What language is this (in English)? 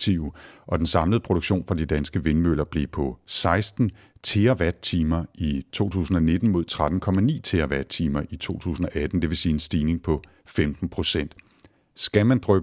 Danish